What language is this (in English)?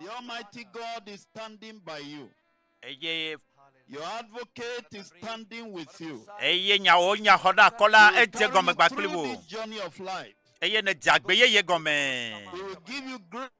Ewe